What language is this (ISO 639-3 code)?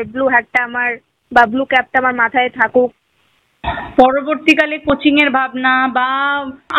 ben